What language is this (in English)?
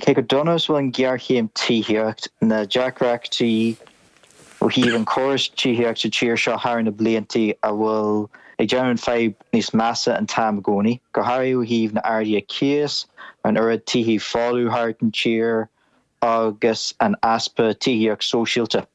Irish